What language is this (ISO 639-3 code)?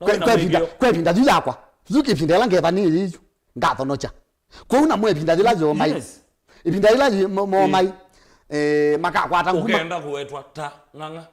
kam